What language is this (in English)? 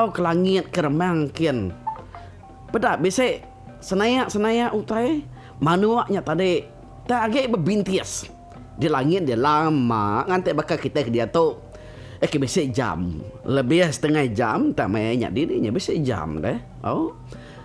Iban